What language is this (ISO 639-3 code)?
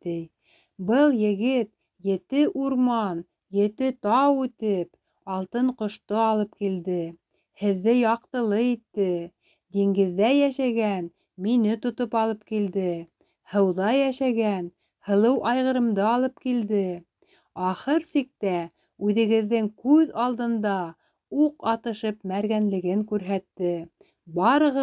bak